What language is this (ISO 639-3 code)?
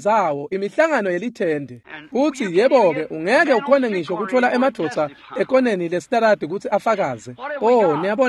ssw